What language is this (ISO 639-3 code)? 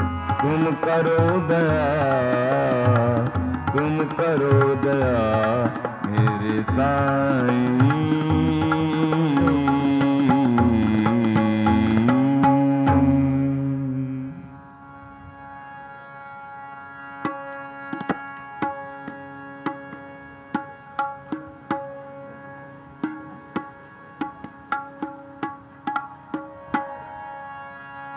hin